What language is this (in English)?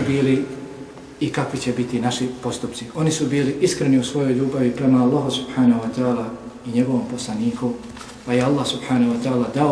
Bosnian